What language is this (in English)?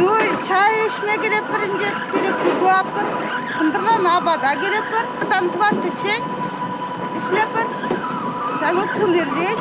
Chuvash